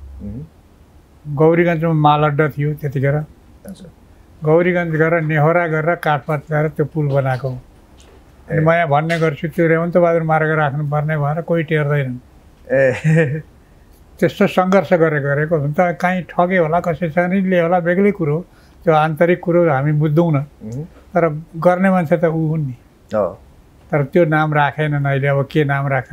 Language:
Nepali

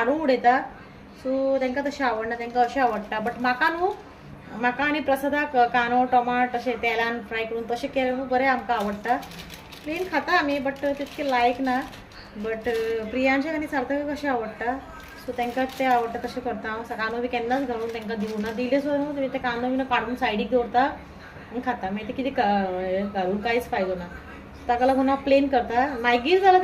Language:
Konkani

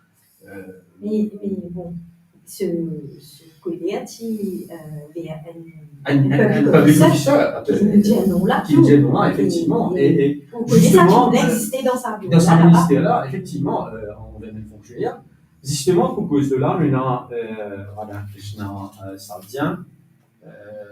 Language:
Morisyen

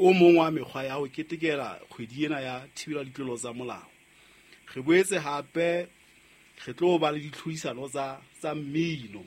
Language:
Southern Sotho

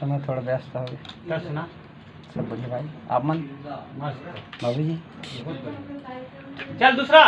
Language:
Chhattisgarhi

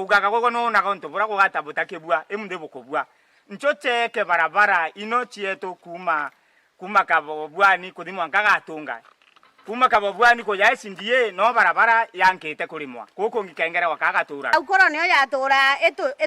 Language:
Meru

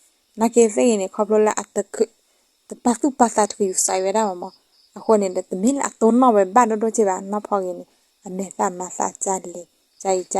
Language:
S'gaw Karen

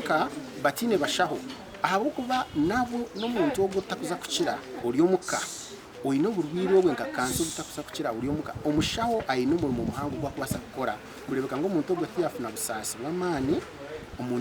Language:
Nyankole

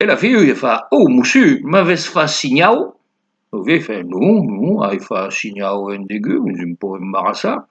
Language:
Occitan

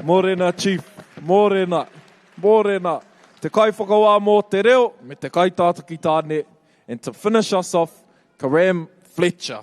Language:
Māori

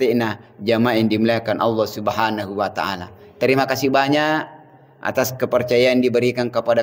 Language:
Buginese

